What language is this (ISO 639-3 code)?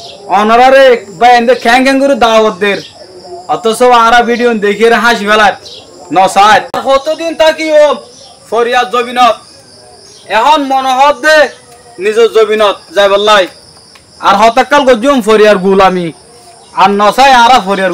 rhg